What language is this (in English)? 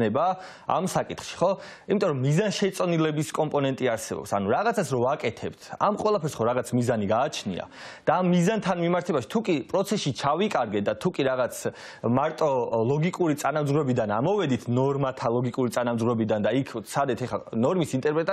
Georgian